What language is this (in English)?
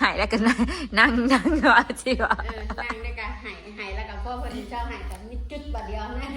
Northeastern Thai